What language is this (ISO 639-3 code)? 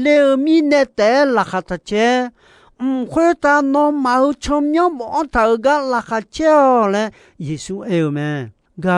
ahk